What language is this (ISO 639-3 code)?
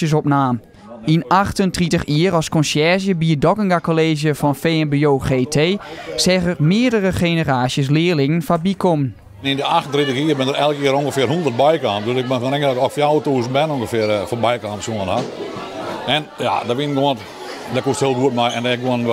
fry